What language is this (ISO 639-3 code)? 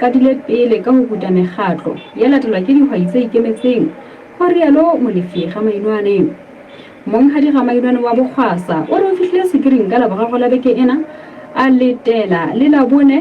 sot